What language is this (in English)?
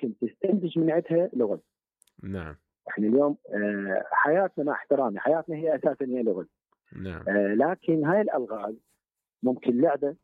Mesopotamian Arabic